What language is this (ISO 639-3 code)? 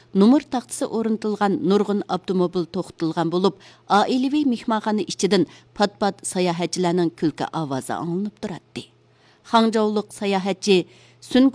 uig